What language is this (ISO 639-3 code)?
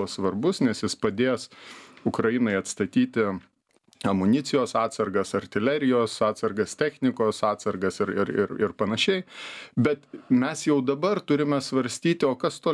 lit